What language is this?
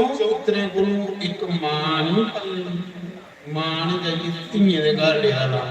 Dogri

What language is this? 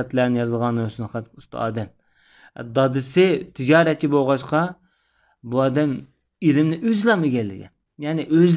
Uyghur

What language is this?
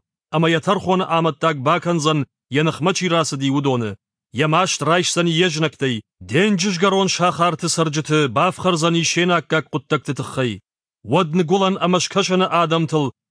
Ossetic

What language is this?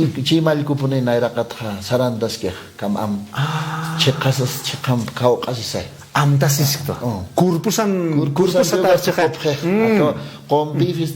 Aymara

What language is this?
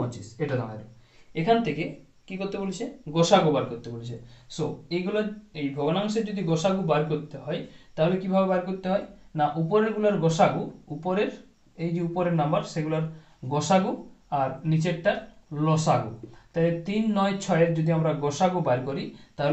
Bangla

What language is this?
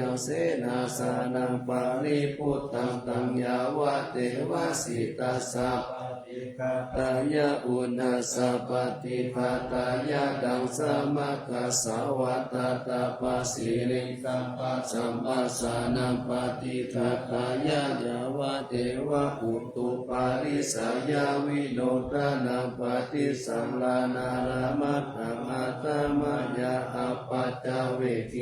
Pali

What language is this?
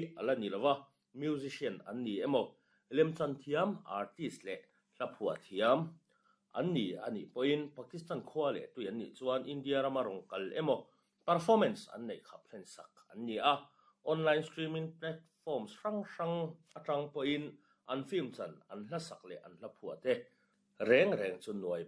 Mizo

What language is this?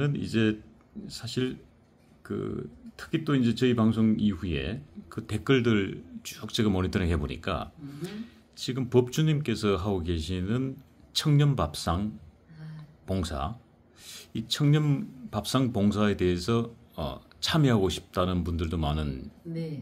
Korean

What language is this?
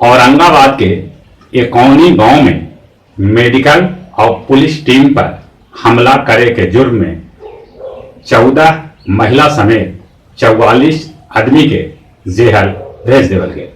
Magahi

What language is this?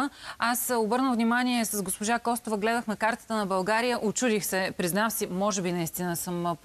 Bulgarian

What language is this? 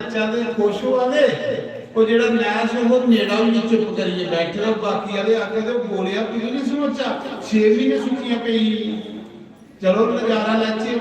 Dogri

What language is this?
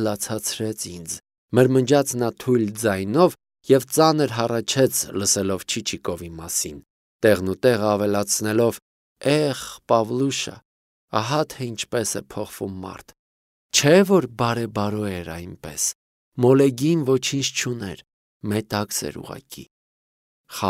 Armenian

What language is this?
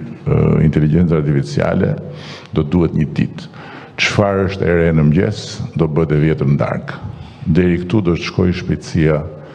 Albanian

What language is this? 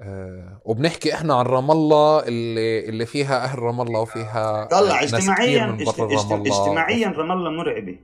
North Levantine Arabic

